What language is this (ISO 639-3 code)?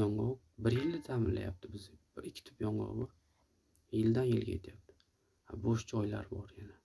uzb